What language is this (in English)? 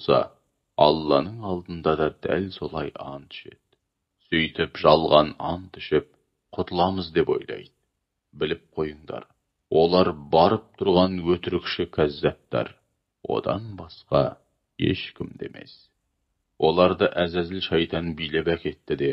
Kazakh